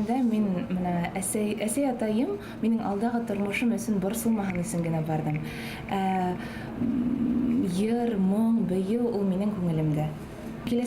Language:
Bashkir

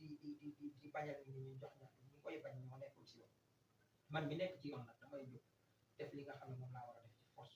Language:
Wolof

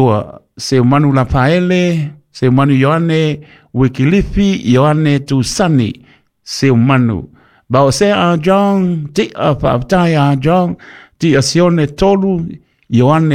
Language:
Samoan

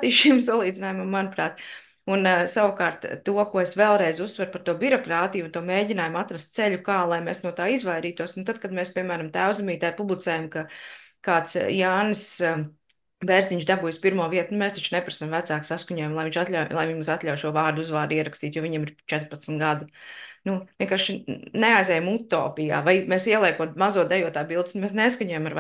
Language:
Latvian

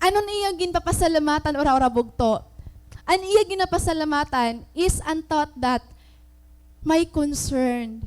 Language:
Waray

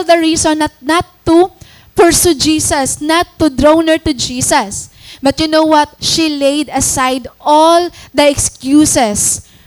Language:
Waray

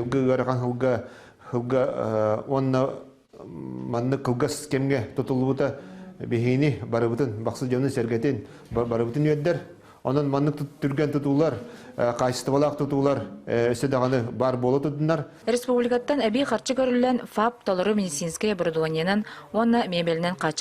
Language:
Yakut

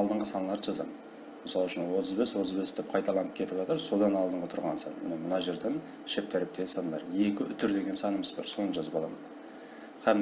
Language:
Kara-Kalpak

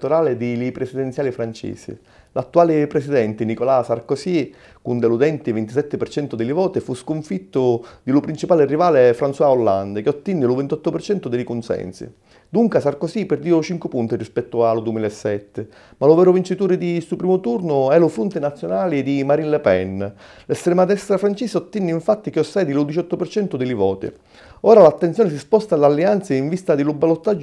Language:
Sicilian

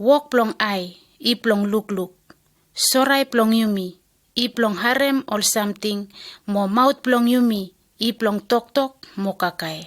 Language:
Bislama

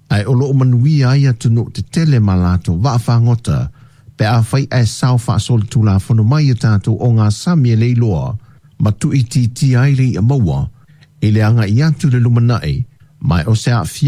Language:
Samoan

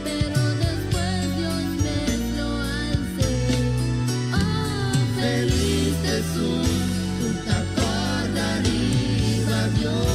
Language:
Papiamento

